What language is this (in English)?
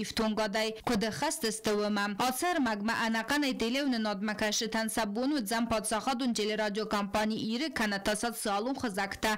Ossetic